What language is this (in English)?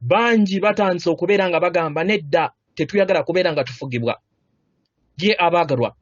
Ganda